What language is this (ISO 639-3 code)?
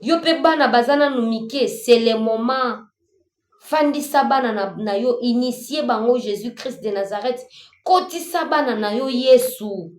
lin